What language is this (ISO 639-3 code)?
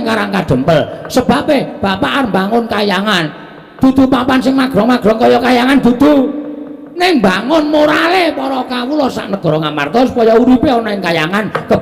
jav